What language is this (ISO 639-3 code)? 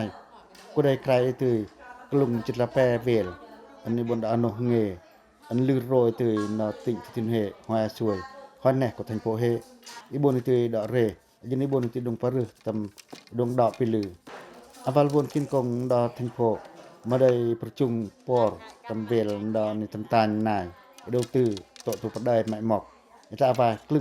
pac